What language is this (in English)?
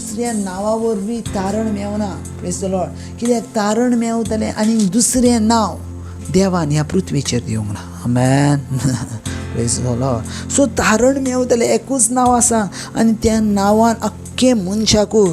Konkani